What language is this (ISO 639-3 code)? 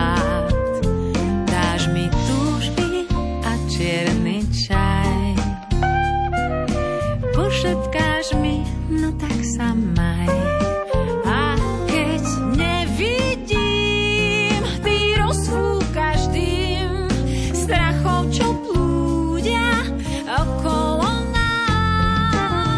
slk